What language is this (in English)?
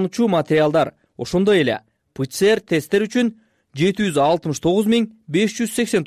Kyrgyz